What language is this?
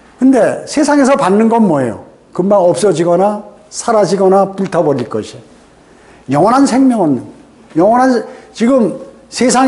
Korean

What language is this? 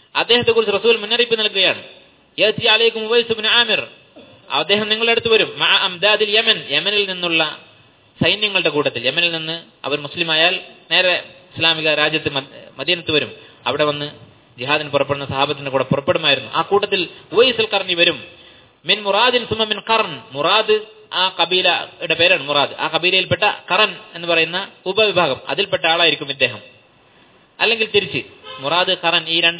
Malayalam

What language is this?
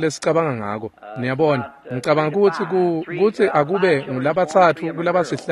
Swati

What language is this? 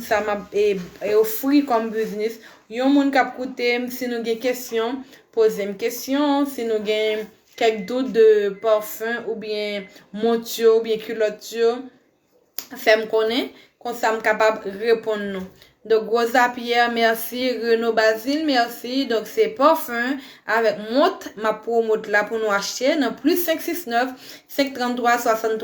Haitian Creole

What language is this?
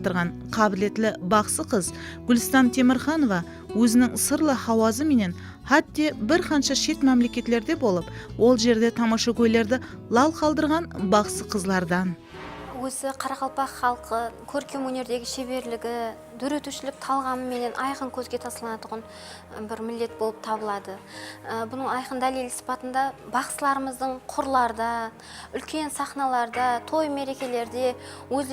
Kara-Kalpak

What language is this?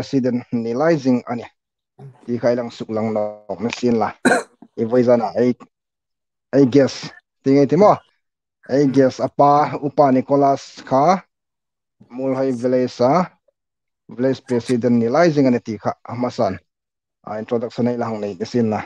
Hmar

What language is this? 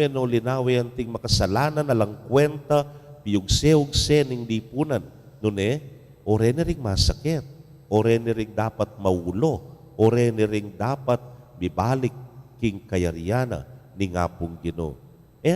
Pampanga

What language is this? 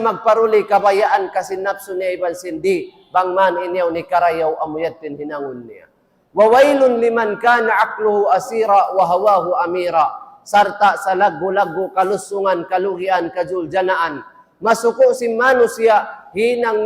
Tausug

